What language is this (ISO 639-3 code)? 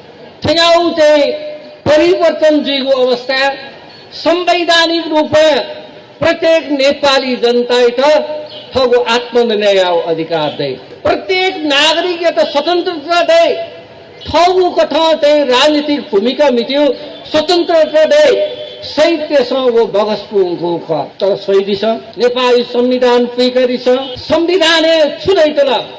new